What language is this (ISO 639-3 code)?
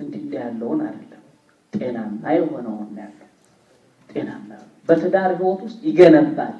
amh